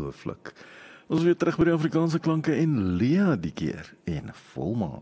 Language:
Afrikaans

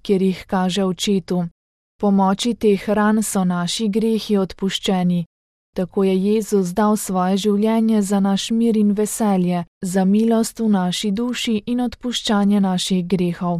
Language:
Slovenian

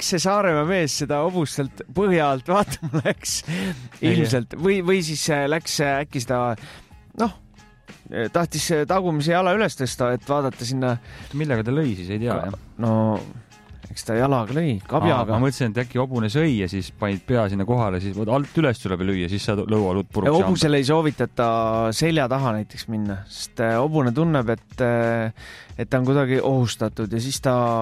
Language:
Estonian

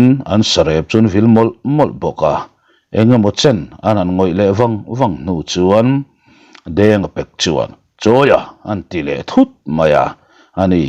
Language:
Mizo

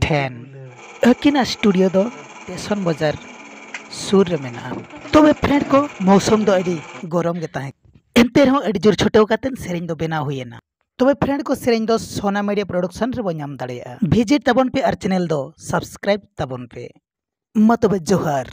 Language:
Santali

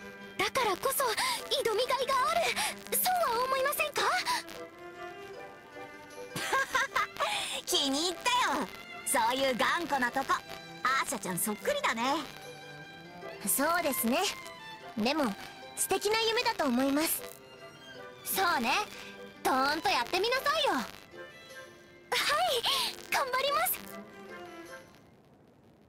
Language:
Japanese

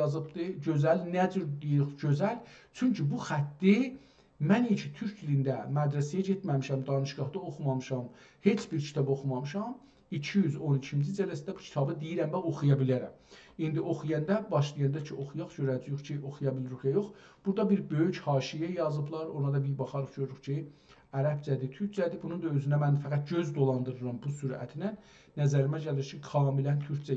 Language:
South Azerbaijani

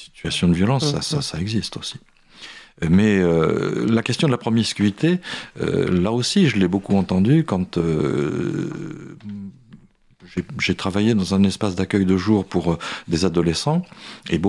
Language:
French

